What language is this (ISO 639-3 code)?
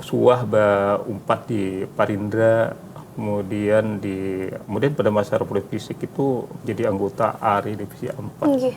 bjn